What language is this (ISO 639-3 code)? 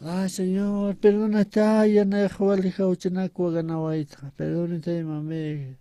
aym